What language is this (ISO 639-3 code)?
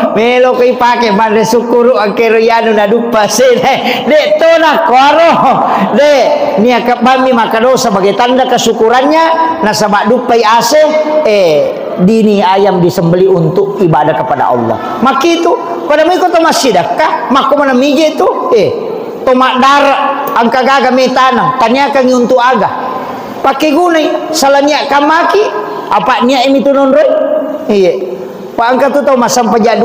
bug